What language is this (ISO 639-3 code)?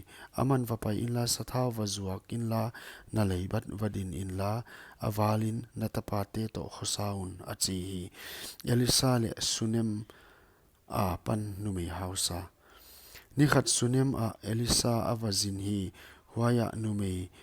pck